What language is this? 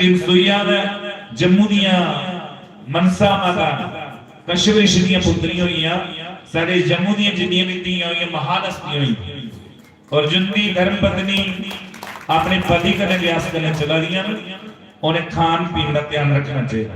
Dogri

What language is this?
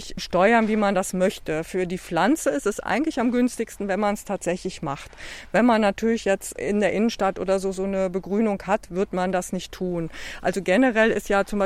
German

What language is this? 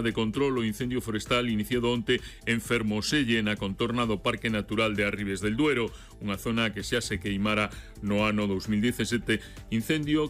Galician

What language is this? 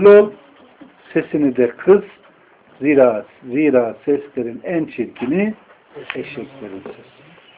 Turkish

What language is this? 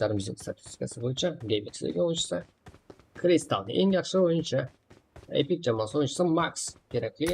Kara-Kalpak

